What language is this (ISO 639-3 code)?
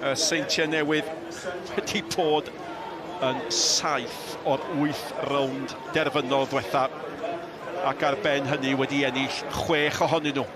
cym